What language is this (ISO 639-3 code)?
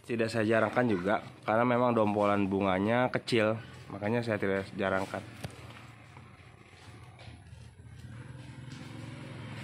ind